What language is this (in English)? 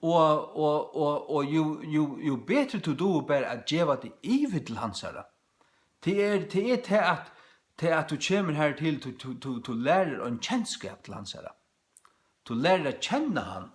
Faroese